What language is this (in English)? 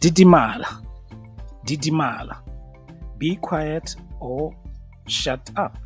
Tswana